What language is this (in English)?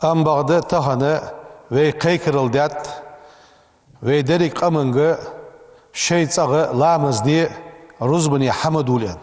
Ingush